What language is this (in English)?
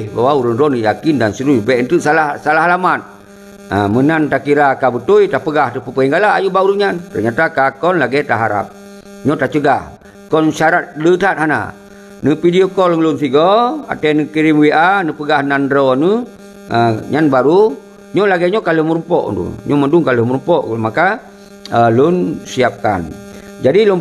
Achinese